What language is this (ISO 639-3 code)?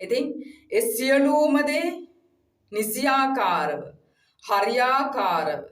sin